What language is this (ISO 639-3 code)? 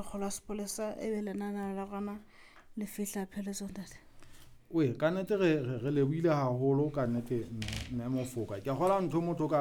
sot